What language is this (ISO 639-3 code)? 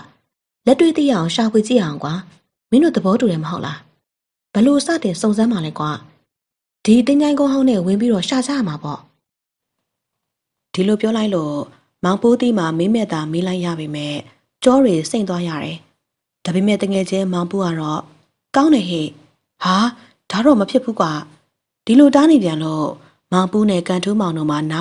mya